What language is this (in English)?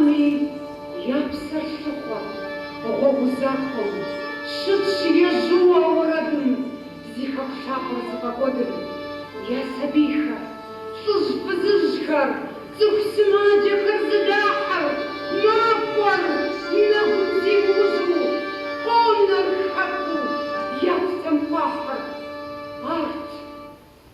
Kabardian